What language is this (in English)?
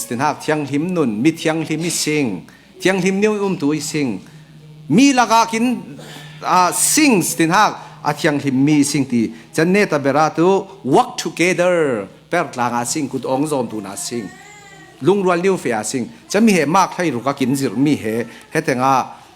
Falam Chin